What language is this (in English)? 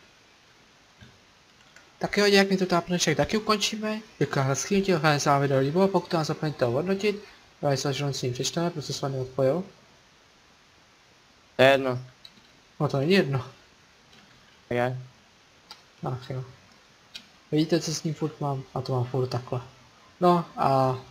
Czech